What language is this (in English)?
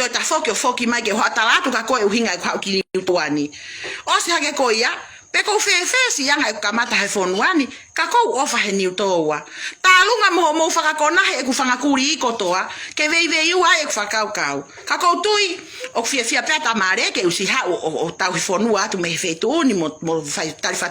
Tongan